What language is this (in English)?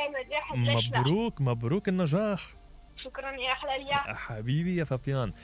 Mesopotamian Arabic